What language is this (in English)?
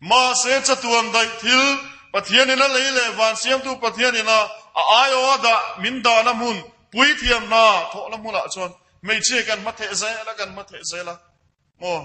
Mizo